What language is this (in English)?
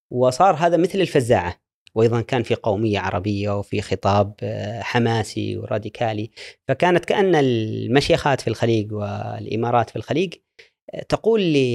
Gulf Arabic